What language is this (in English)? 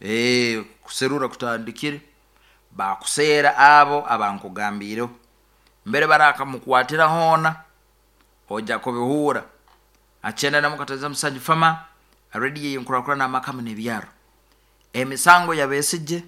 Nyoro